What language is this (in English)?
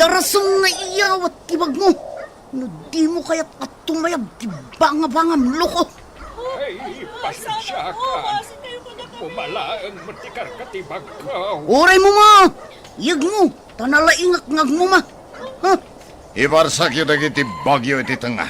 Iloko